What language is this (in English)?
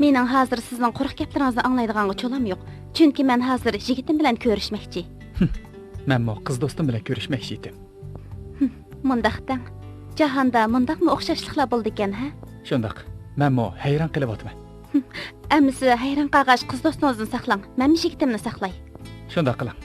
Uyghur